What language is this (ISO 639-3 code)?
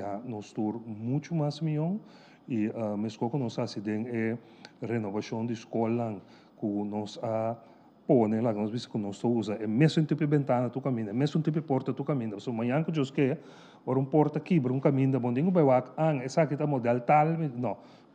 pap